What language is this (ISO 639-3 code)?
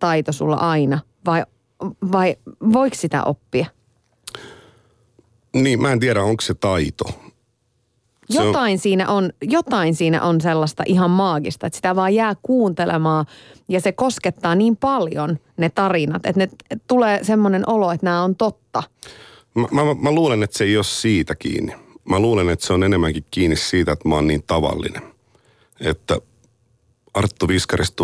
fin